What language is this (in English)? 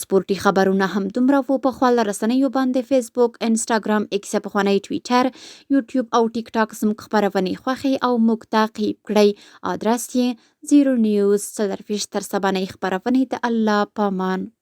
Pashto